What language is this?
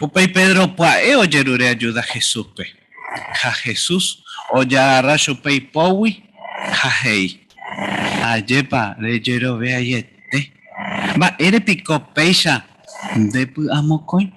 Guarani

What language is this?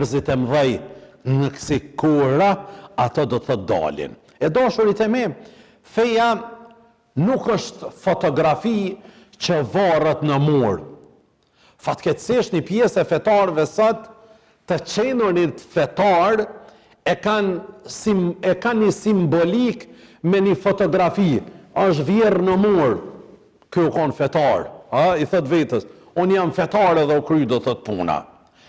Albanian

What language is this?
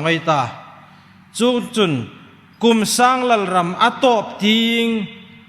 Hmar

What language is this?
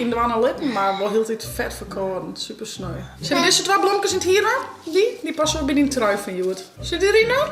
Western Frisian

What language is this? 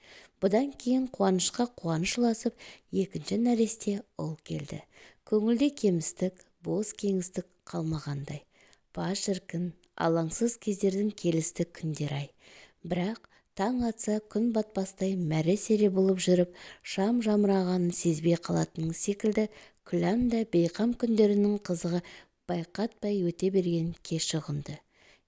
Kazakh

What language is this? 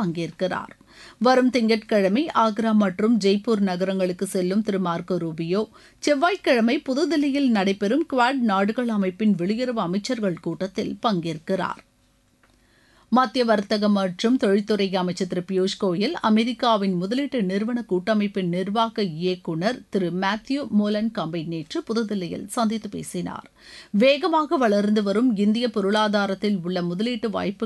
Tamil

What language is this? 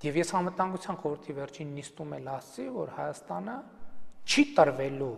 Armenian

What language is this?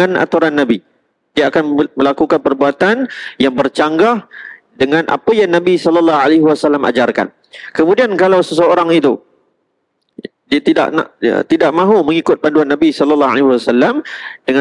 Malay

